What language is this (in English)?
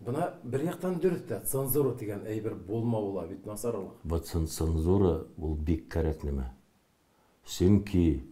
Bashkir